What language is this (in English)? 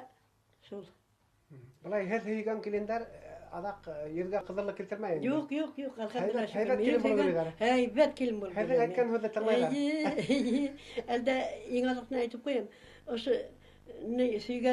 Bashkir